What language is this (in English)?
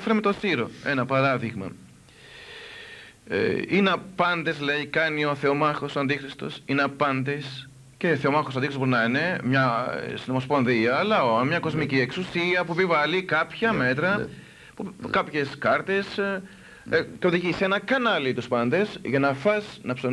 Greek